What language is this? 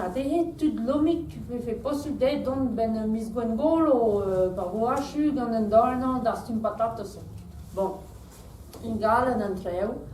Breton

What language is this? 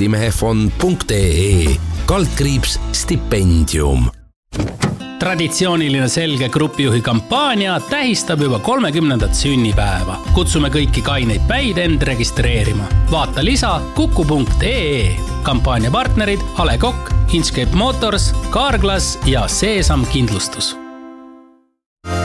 Estonian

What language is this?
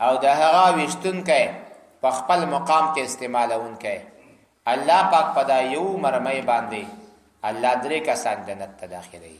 Pashto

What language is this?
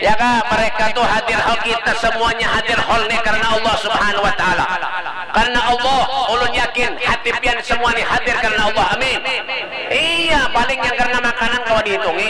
Banjar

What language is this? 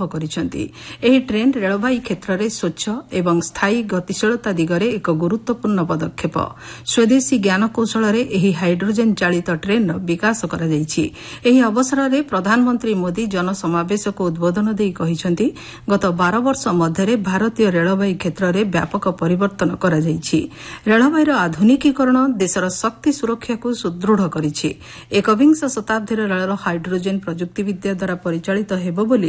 Odia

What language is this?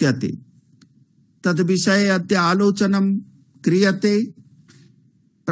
Sanskrit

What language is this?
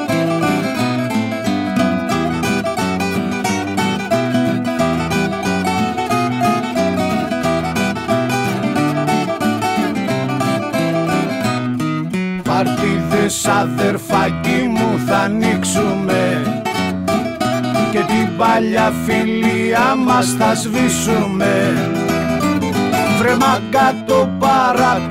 Greek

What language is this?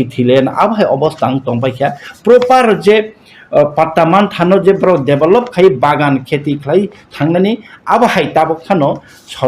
Kok Borok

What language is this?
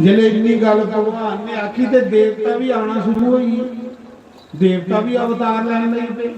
Dogri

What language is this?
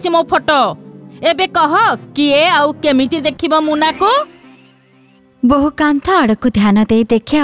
Odia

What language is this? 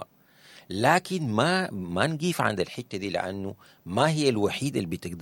Sudanese Arabic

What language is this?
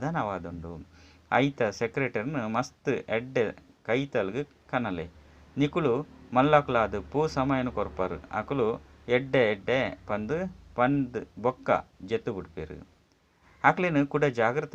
Tulu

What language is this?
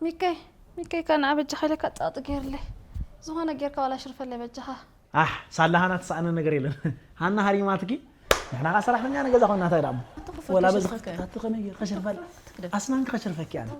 Tigrinya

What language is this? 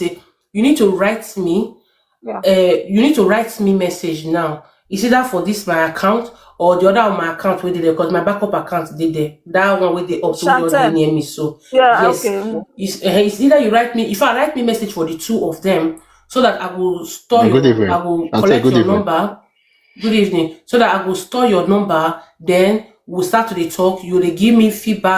Nigerian Pidgin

